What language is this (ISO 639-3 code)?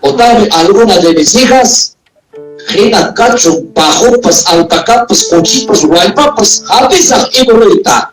quy